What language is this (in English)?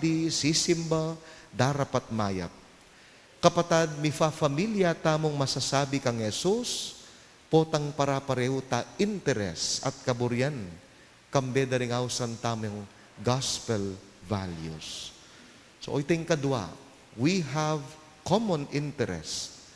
Pampanga